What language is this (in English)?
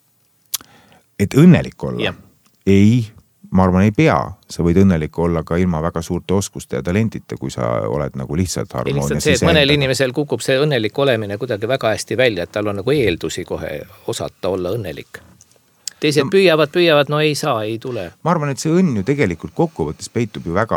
Estonian